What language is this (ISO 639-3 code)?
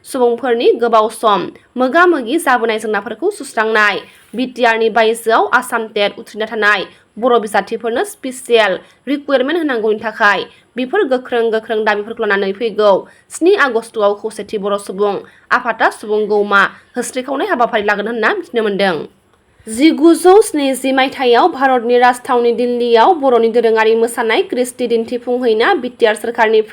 brx